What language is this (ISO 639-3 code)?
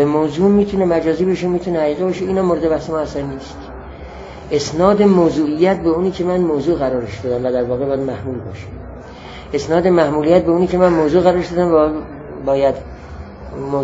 fas